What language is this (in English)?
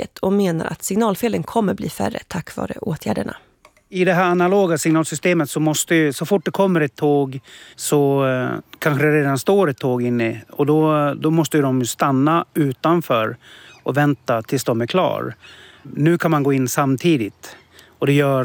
Swedish